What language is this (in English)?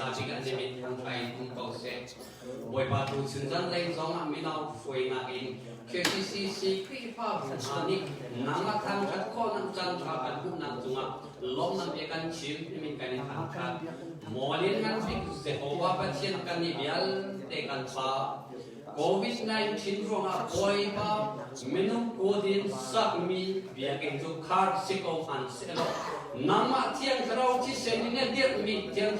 Hakha Chin